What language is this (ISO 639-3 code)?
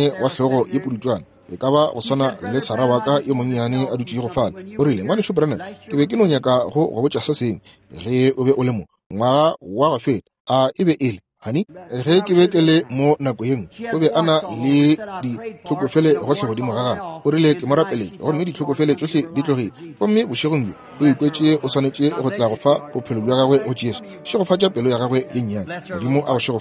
nso